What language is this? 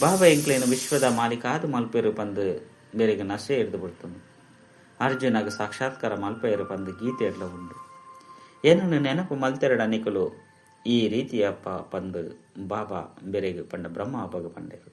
Tulu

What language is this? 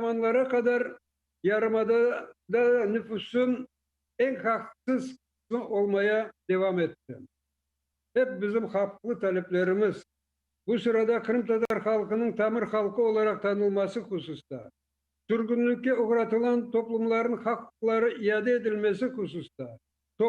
Crimean Tatar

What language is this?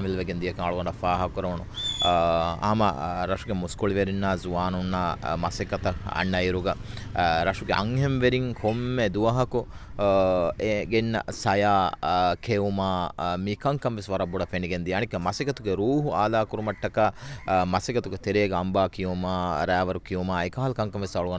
Divehi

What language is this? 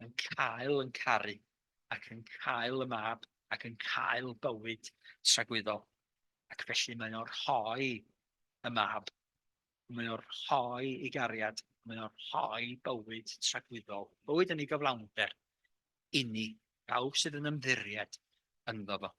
Welsh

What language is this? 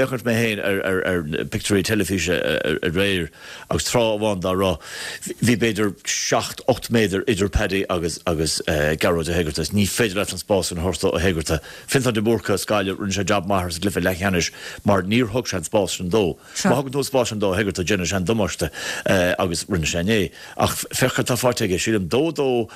Irish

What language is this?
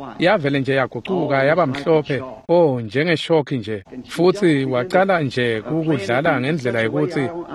Swati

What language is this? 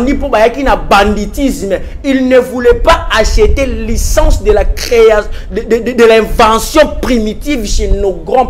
Lingala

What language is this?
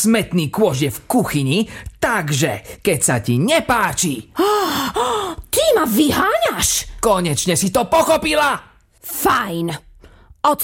Slovak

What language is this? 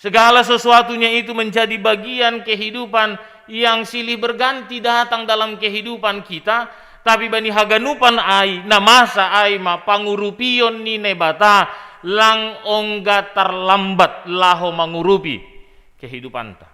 Batak Simalungun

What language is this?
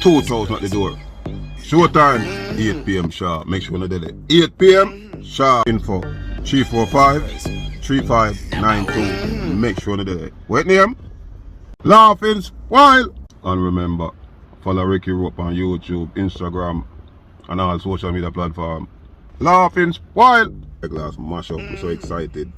Jamaican Creole English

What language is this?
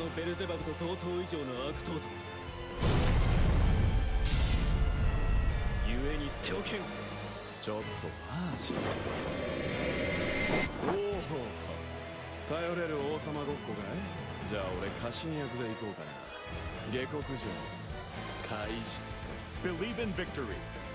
Japanese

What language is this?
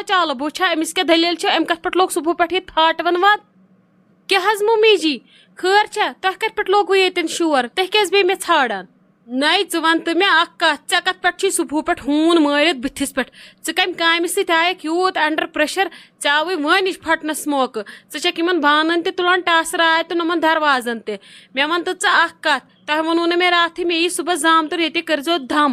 Kashmiri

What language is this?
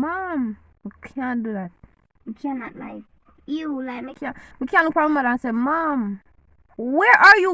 Jamaican Creole English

